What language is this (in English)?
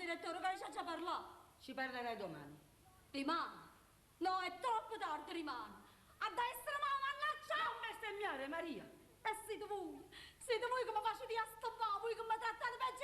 Neapolitan